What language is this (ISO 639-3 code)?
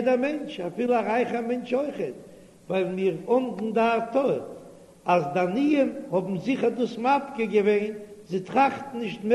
yid